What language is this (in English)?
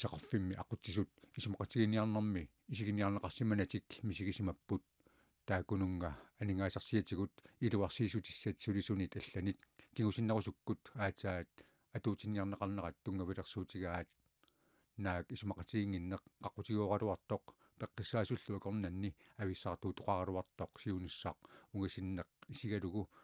Kalaallisut